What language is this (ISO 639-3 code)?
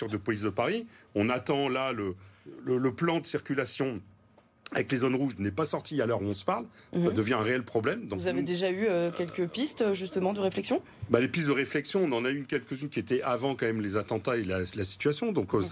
fra